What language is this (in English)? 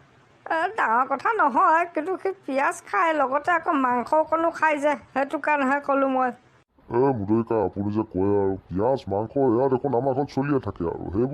Assamese